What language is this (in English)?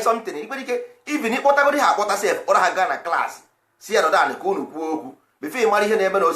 Igbo